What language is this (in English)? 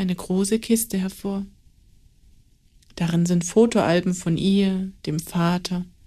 German